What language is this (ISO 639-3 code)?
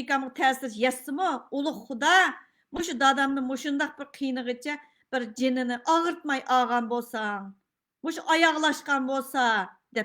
uig